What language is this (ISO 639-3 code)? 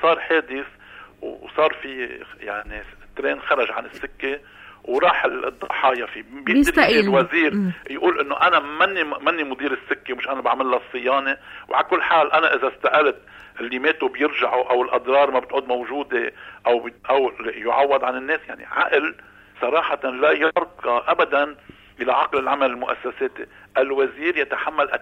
apc